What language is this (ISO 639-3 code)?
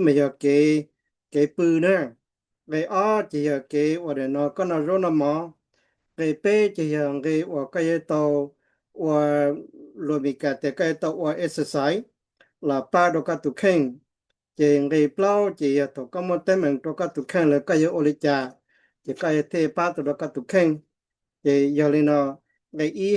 hmn